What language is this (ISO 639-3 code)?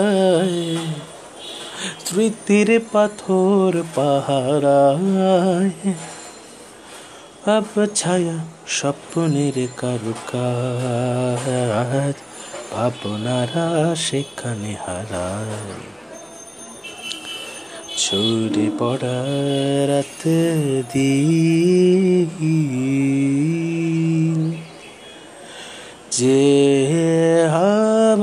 ben